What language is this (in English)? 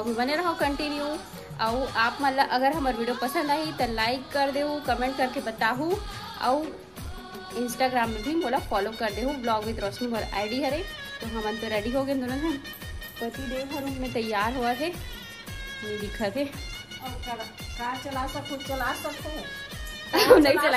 Chhattisgarhi